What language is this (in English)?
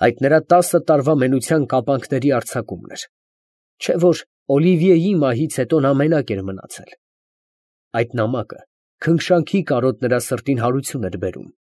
Armenian